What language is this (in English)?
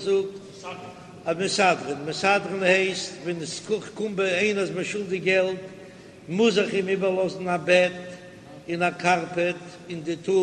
Yiddish